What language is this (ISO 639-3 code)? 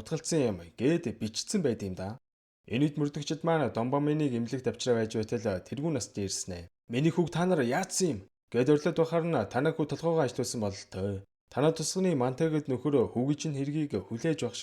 mon